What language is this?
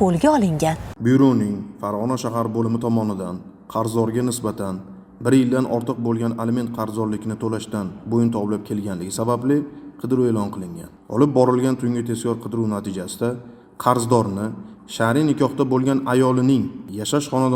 Uzbek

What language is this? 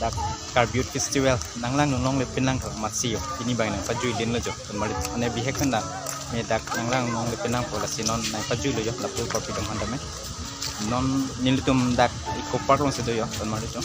Karbi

